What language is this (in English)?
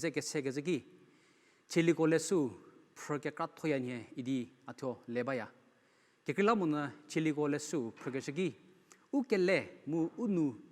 Angami Naga